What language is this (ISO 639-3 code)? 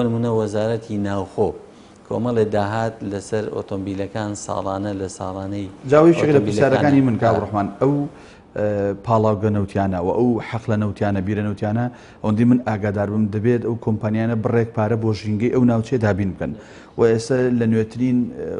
ckb